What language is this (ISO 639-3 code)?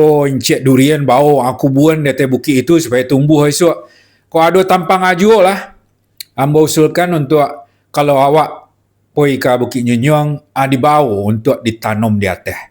min